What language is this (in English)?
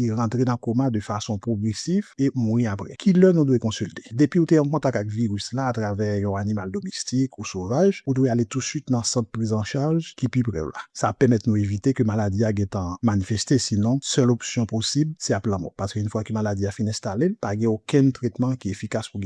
Haitian Creole